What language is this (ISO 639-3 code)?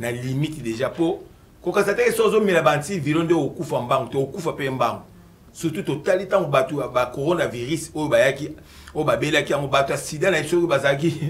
lin